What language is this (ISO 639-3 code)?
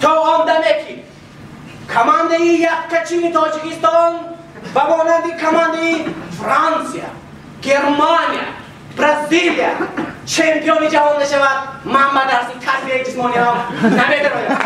tgk